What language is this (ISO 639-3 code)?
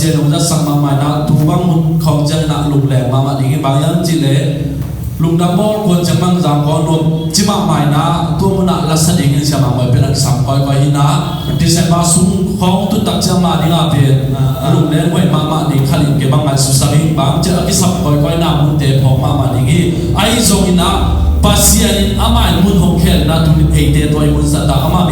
ctd